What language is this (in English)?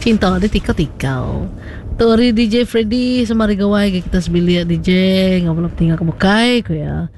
Iban